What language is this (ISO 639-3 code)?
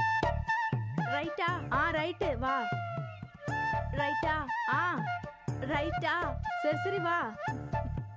tam